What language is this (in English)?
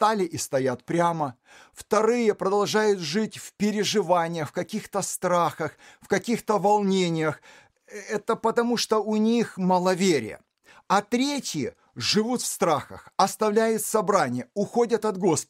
Russian